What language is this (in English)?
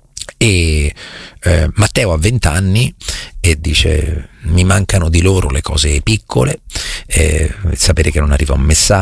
Italian